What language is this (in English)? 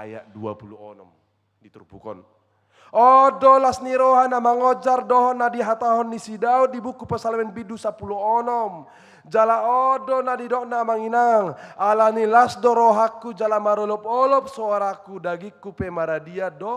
Batak Toba